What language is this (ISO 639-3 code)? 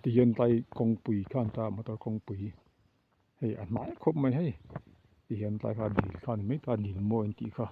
lus